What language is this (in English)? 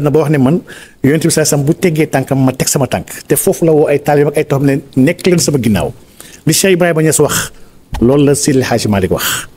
Wolof